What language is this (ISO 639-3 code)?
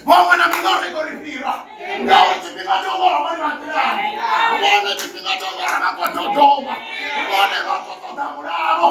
ven